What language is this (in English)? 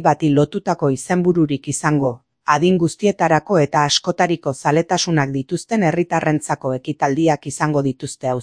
Basque